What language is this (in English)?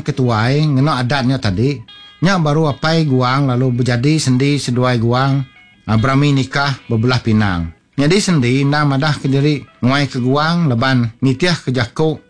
Iban